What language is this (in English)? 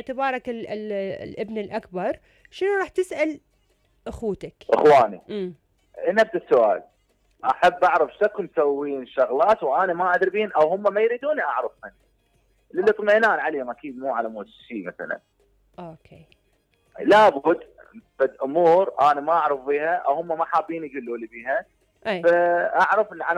Mesopotamian Arabic